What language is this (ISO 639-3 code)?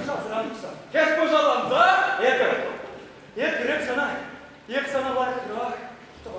chv